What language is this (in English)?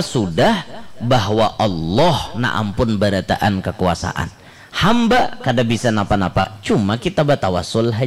Banjar